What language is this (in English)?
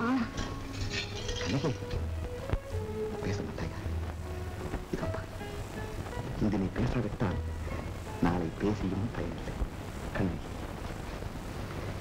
Tamil